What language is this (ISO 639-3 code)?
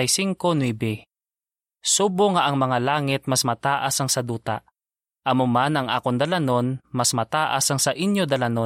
hil